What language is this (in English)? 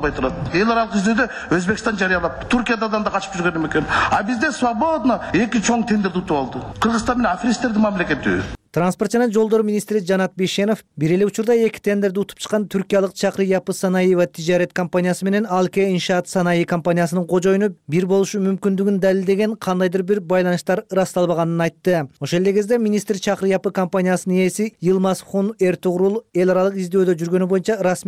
Kyrgyz